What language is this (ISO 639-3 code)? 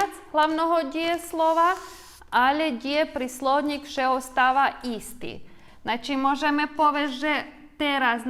rue